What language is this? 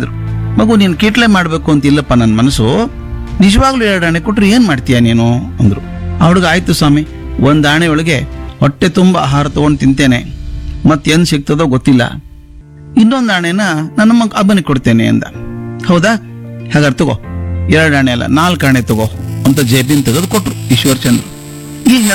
Kannada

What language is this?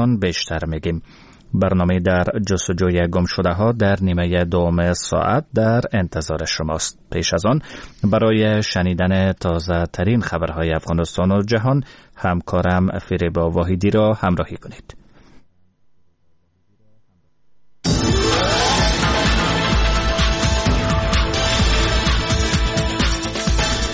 Persian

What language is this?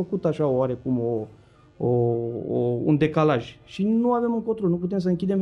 Romanian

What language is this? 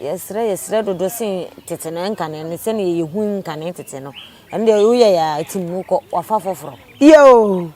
Akan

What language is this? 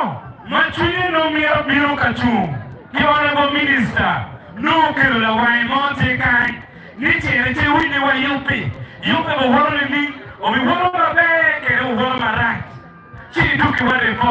Acoli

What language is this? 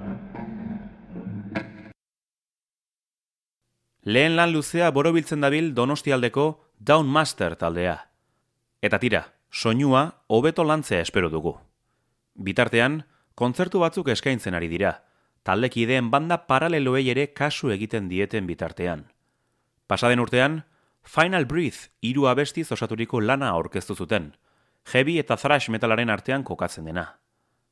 Basque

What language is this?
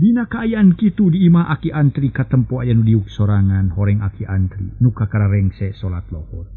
Sundanese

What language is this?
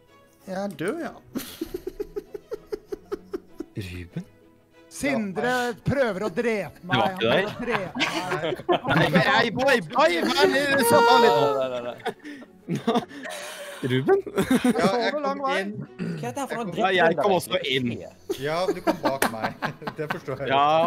Norwegian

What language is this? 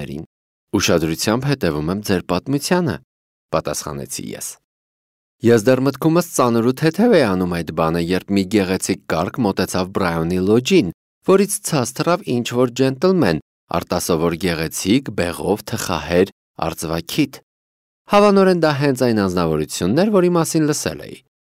Armenian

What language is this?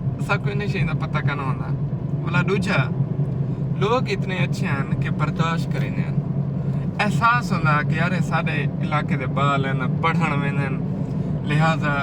Saraiki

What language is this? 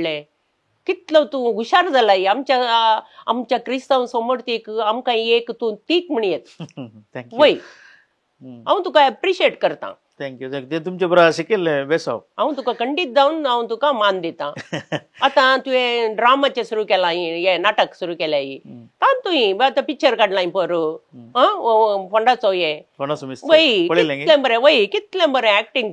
Konkani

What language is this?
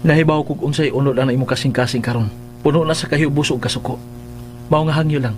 Cebuano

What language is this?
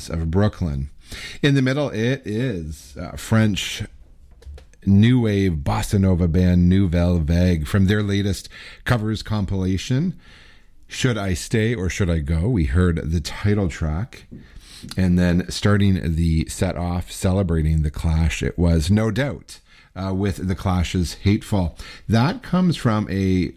English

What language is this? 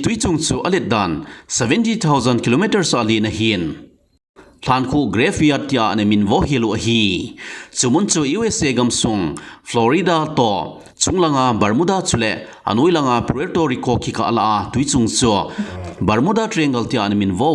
Thado Chin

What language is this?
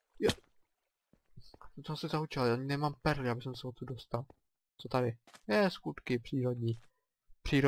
Czech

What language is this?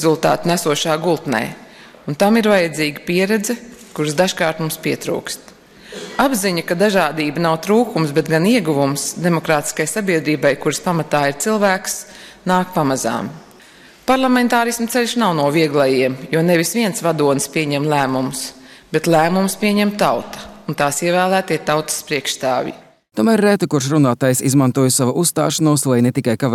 Latvian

